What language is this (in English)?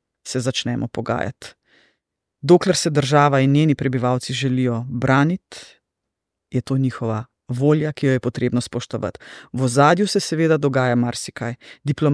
Slovenian